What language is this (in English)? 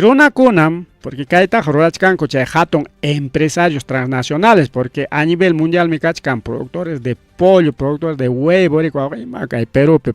Ayacucho Quechua